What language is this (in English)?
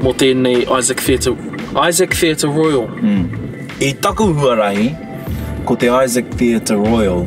Māori